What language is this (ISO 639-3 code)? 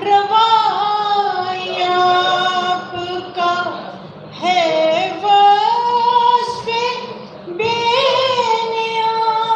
skr